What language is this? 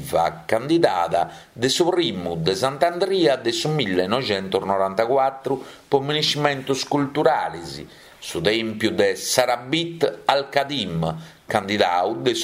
Sardinian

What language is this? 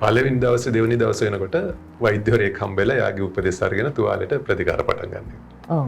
Sinhala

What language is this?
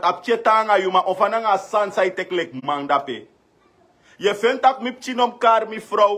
Sranan Tongo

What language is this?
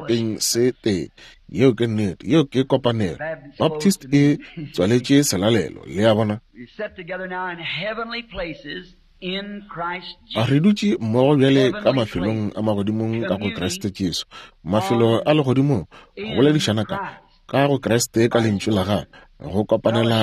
Northern Sotho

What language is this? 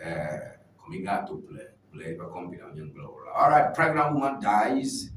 Ewe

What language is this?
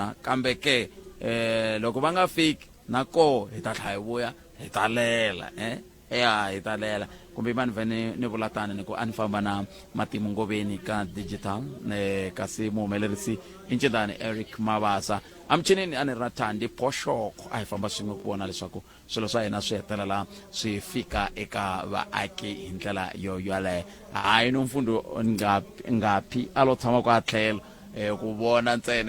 Tsonga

